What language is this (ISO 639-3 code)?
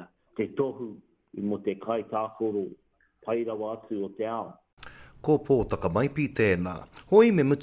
mri